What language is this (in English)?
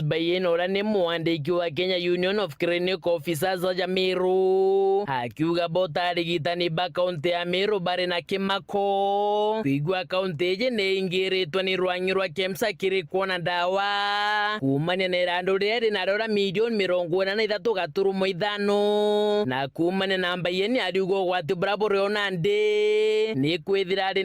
Meru